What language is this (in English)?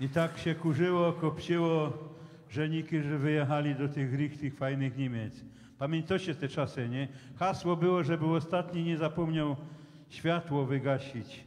Silesian